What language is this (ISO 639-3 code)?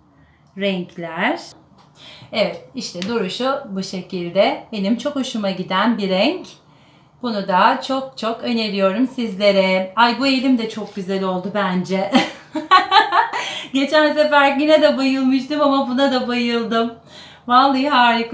tur